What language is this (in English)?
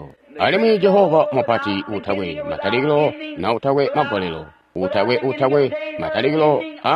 Tonga (Zambia)